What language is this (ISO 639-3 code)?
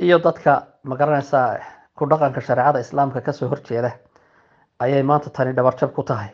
som